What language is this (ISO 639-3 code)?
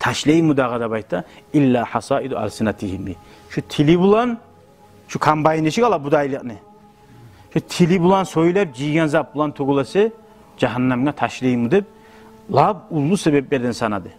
kum